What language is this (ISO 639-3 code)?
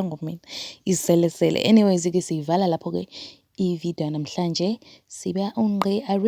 zul